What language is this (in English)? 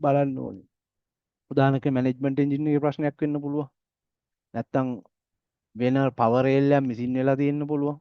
Sinhala